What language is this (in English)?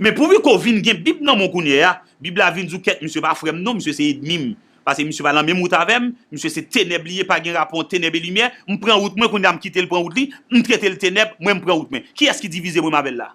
Haitian Creole